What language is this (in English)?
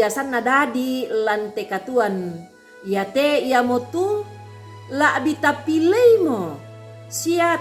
Toraja-Sa'dan